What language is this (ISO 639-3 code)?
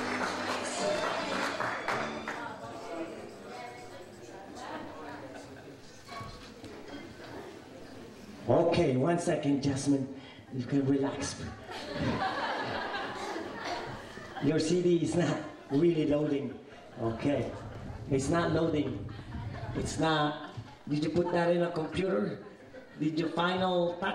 eng